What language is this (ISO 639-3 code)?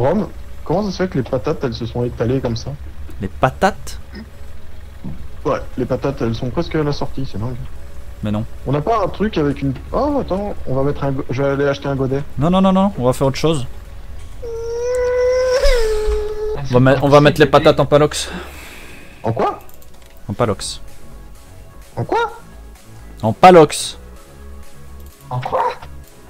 fra